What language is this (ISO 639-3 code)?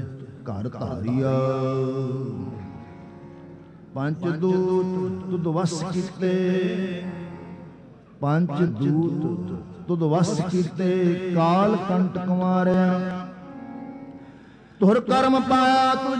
pan